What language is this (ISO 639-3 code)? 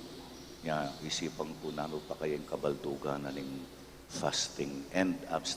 pam